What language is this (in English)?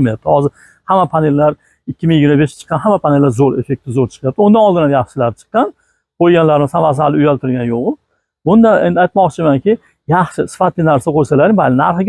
Uzbek